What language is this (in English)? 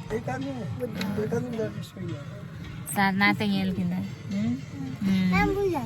Santali